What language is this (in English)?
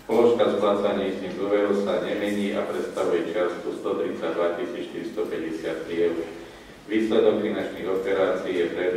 Slovak